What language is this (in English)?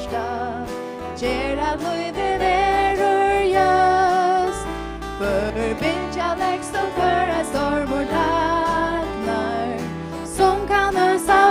Faroese